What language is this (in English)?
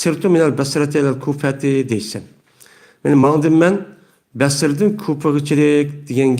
Uyghur